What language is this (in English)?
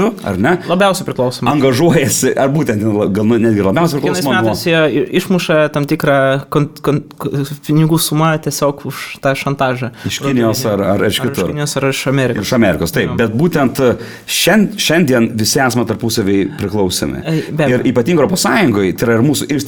Lithuanian